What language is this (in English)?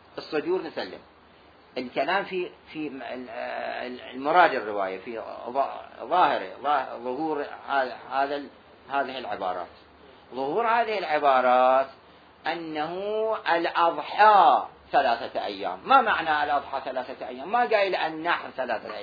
Mesopotamian Arabic